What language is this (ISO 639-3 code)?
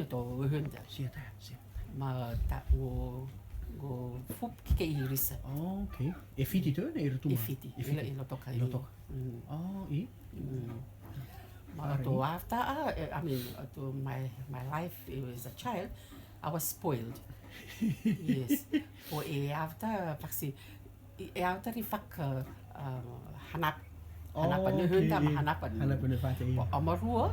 rtm